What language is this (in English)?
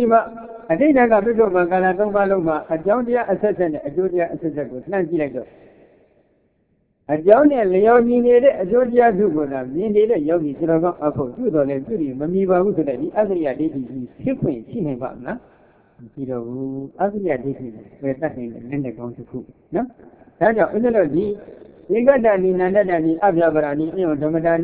Burmese